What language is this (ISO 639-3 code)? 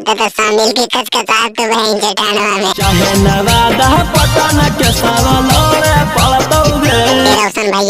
mag